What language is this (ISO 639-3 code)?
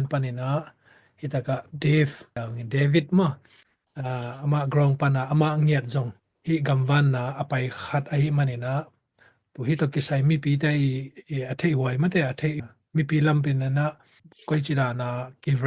ctd